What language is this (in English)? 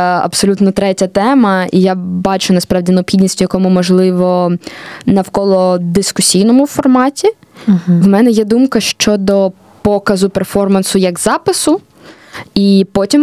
Ukrainian